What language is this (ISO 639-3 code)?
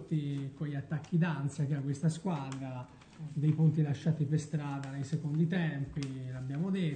ita